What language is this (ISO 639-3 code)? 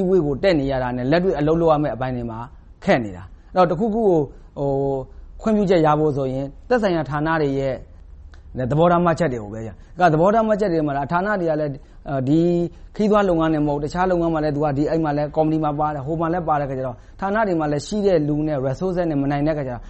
mya